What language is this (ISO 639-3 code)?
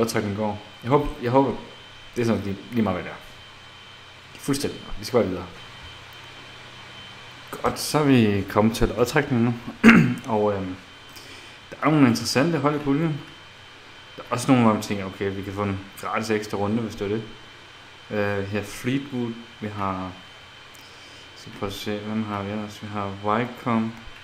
dan